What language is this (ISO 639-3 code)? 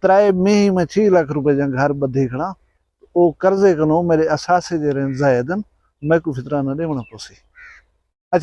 skr